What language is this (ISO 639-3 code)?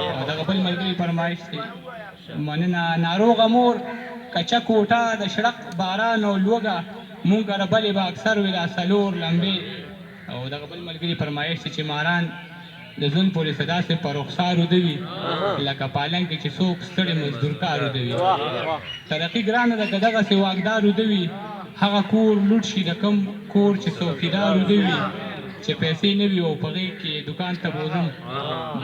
pus